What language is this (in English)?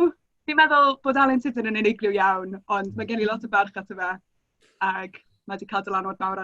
Welsh